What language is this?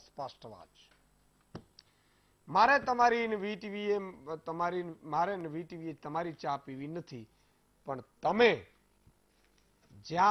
Gujarati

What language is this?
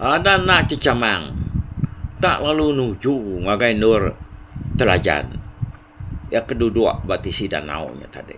Iban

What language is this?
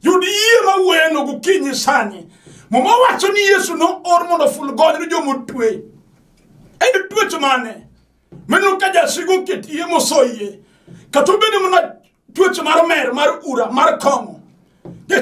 Luo (Kenya and Tanzania)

